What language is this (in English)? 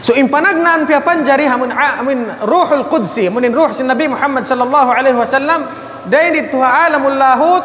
Tausug